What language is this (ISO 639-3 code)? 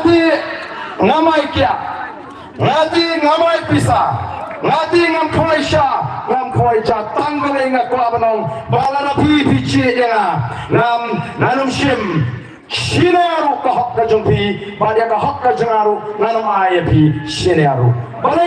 kha